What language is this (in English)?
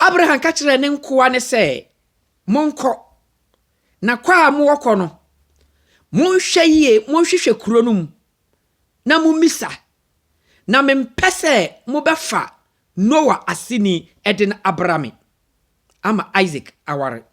Akan